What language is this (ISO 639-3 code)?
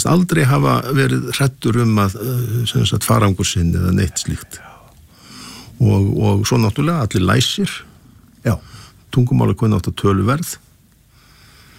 isl